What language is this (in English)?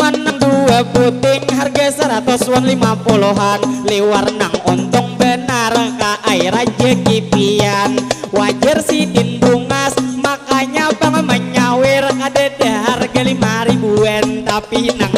Banjar